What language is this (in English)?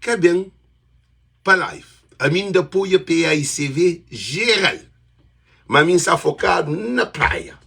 Kabuverdianu